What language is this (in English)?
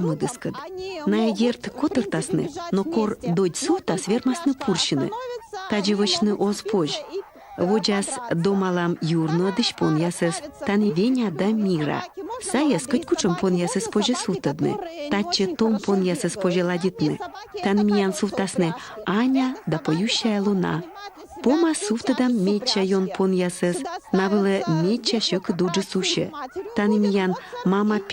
Komi